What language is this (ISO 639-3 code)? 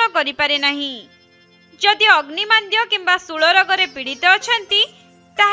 ori